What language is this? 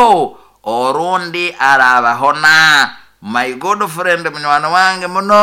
Nyoro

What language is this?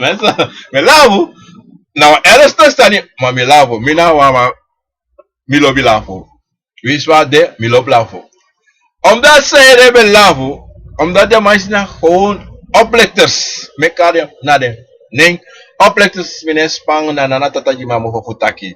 Sranan Tongo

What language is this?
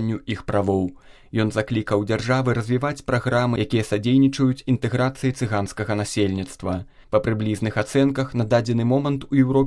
Belarusian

